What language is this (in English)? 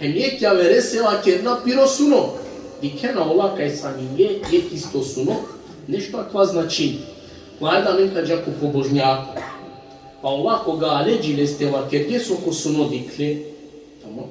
Balkan Romani